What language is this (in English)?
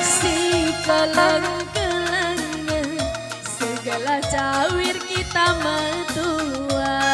Batak Karo